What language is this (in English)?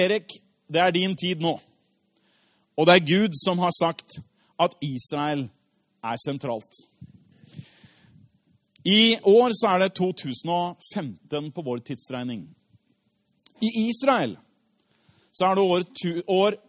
Norwegian